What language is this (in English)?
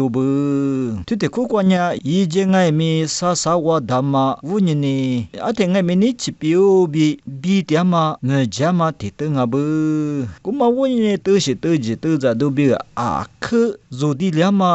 Lisu